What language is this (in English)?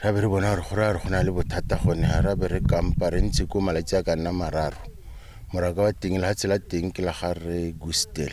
Tswana